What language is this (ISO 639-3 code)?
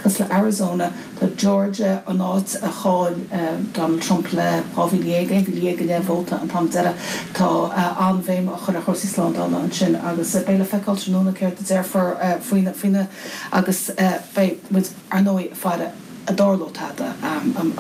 gle